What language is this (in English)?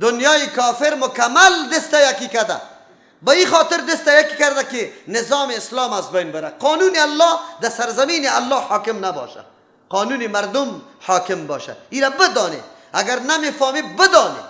Persian